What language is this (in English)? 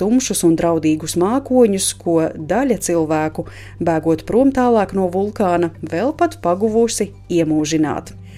Latvian